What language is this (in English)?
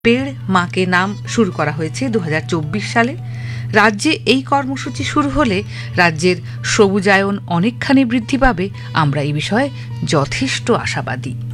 Bangla